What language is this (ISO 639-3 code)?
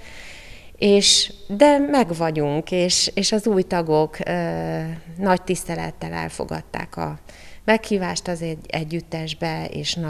hun